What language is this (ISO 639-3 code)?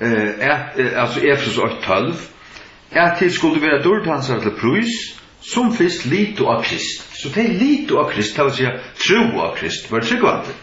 fao